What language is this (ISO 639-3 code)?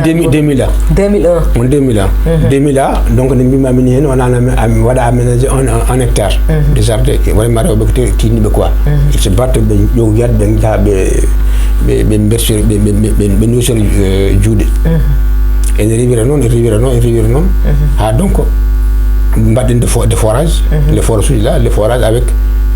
ful